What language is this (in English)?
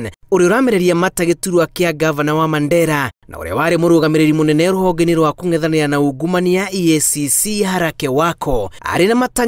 Kikuyu